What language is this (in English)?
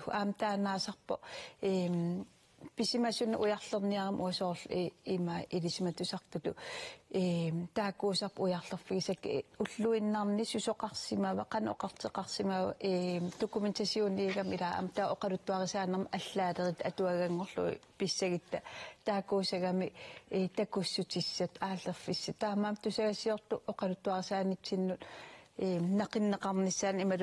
Kalaallisut